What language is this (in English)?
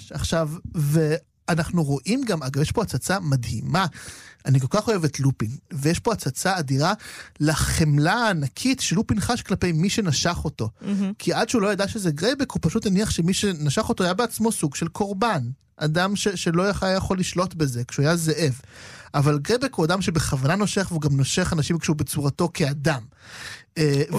Hebrew